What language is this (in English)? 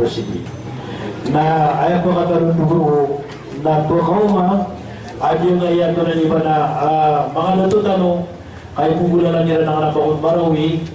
Maranao